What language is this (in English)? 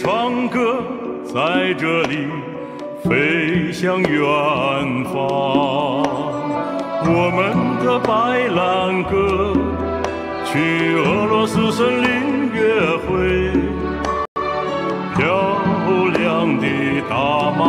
Chinese